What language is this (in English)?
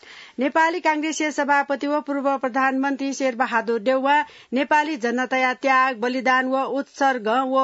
Newari